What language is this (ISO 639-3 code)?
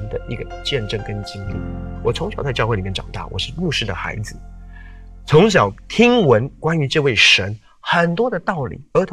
zho